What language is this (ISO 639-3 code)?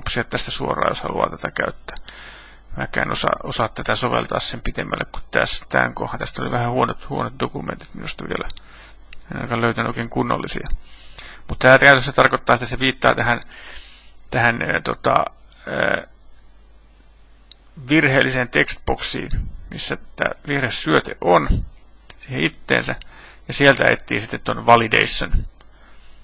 fin